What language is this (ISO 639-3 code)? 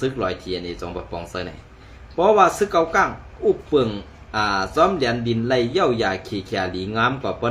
shn